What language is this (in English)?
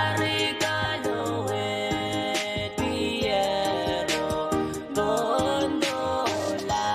Pohnpeian